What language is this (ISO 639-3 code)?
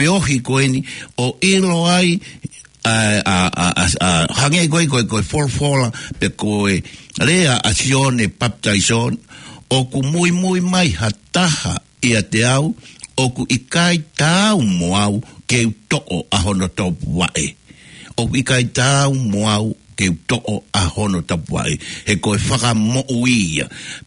ton